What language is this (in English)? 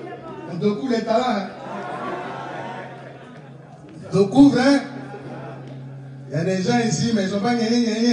French